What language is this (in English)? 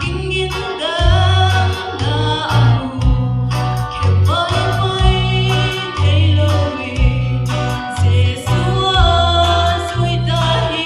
Paite Chin